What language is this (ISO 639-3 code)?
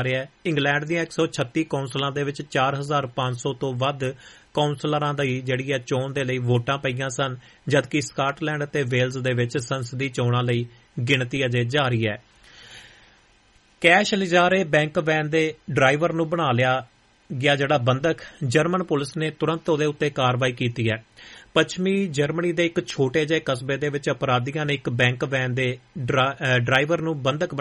pan